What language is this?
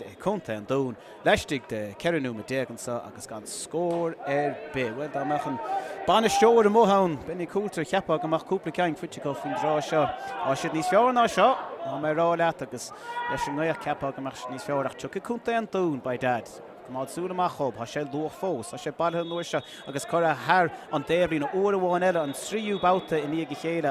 Irish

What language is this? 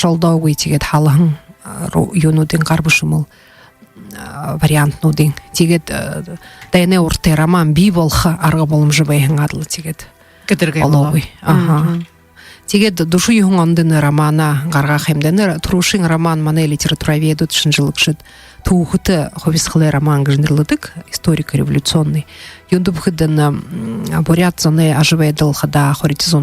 Buriat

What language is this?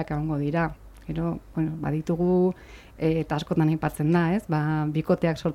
Basque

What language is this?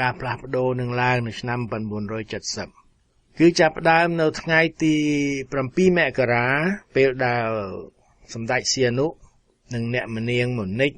Khmer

